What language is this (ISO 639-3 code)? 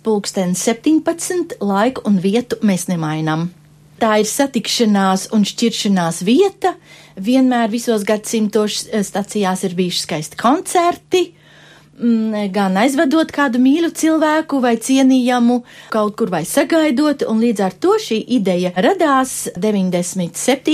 lav